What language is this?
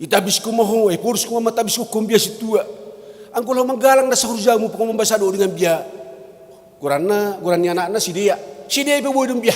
Batak Simalungun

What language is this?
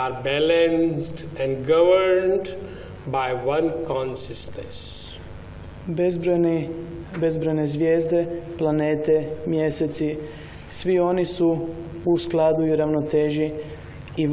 Croatian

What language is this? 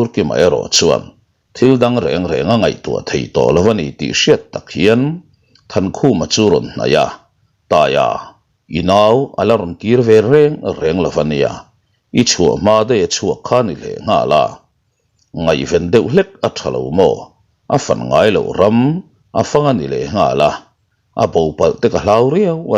Mizo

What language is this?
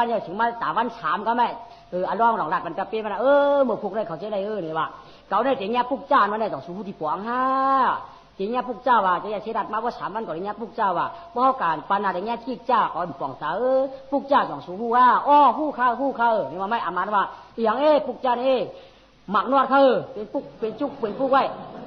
Shan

